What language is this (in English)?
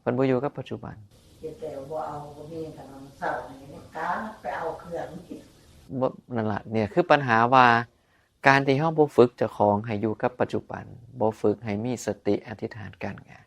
Northeastern Thai